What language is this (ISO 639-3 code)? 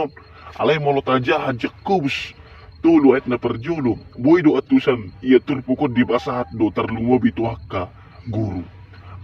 bbc